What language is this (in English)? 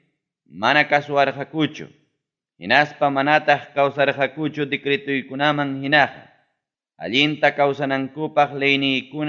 Ayacucho Quechua